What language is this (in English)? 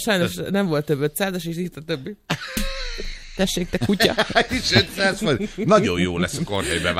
Hungarian